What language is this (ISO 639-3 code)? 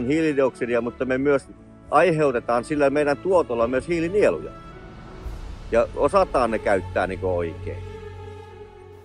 fin